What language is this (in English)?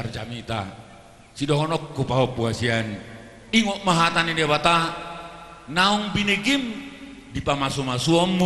Batak Toba